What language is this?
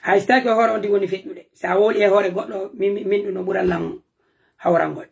Pular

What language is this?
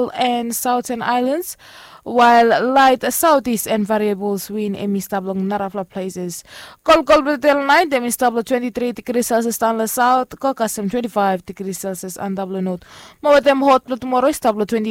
Bislama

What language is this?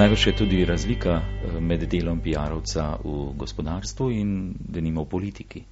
Slovenian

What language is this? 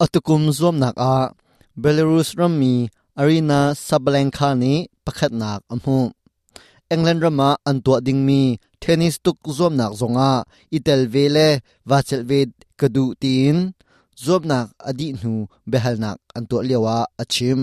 Hakha Chin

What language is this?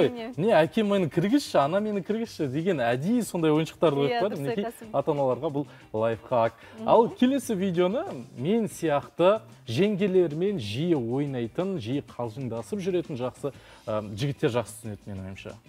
Kazakh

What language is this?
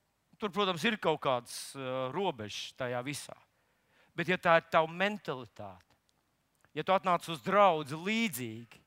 Latvian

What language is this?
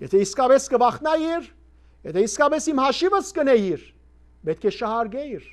Western Armenian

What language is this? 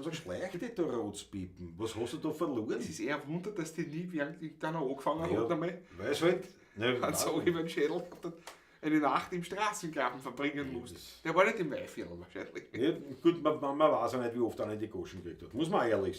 Bavarian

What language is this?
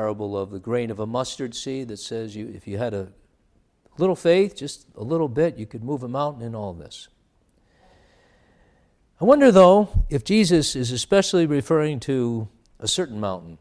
English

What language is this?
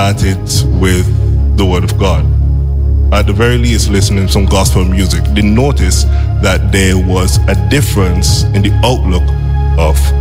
English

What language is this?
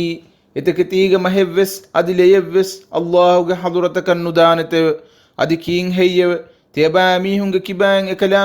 Divehi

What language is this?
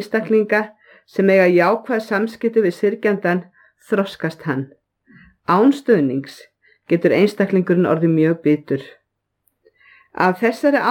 Icelandic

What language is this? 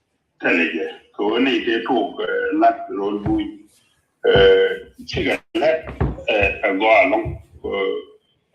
Nuer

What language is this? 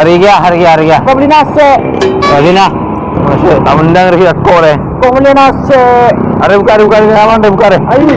Madurese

